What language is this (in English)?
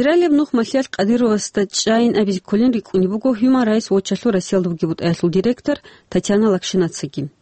Avaric